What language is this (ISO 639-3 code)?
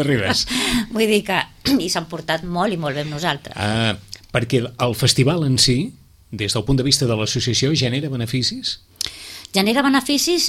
cat